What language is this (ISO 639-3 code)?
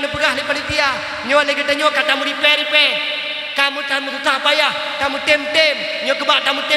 ace